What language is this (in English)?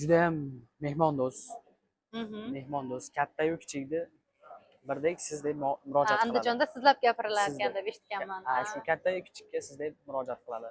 Uzbek